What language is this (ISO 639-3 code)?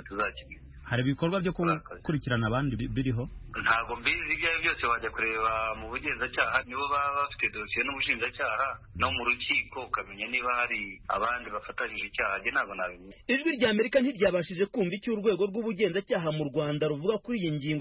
kin